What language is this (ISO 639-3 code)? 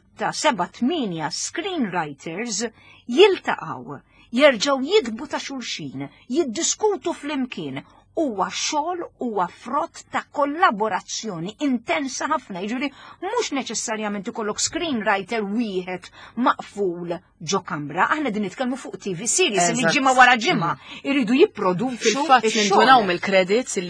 mlt